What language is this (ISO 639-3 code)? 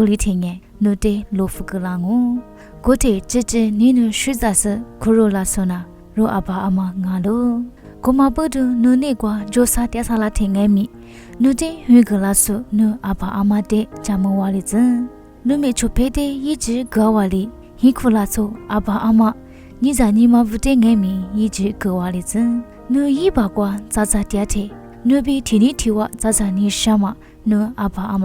lis